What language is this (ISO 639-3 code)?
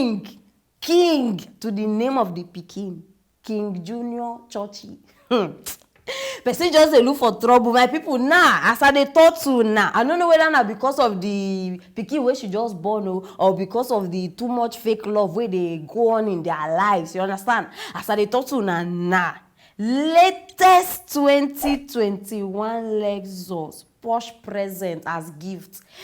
pcm